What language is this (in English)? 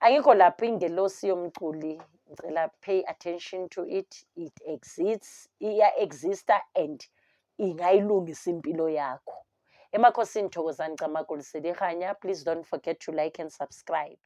Zulu